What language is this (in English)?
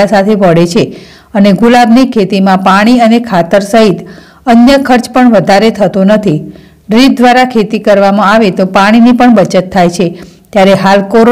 Gujarati